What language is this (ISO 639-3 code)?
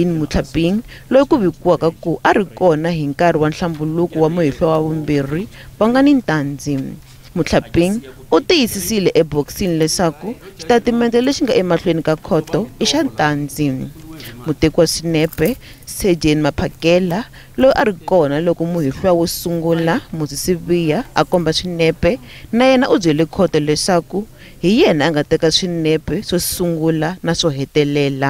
tso